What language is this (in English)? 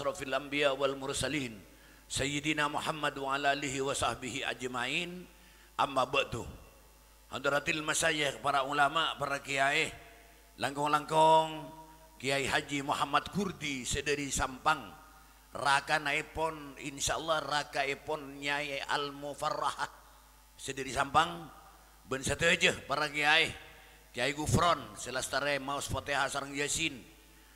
Madurese